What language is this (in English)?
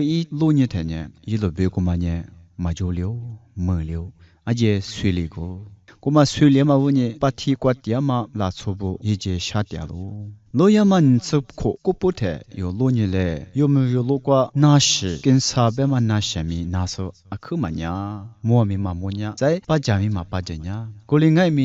Lisu